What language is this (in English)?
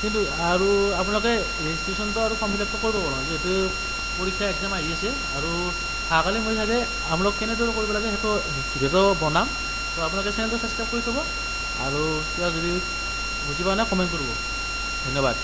Assamese